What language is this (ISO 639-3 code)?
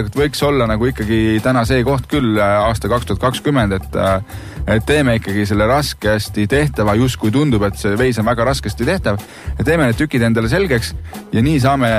est